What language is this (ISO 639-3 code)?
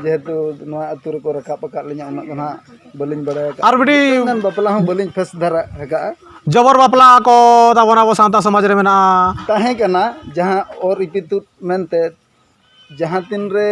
sat